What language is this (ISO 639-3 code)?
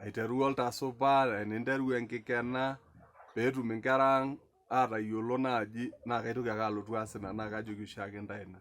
mas